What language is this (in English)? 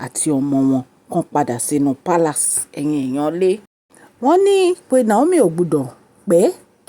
Yoruba